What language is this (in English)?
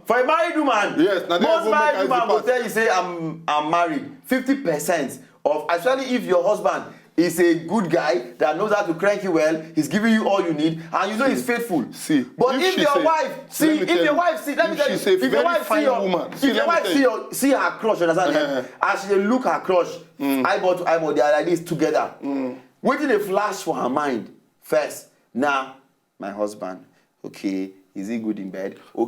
Nigerian Pidgin